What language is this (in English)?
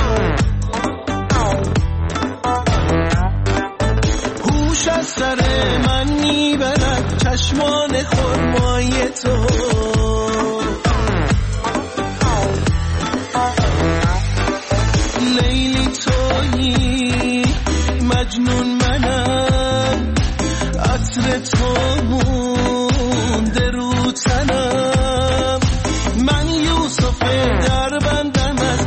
Persian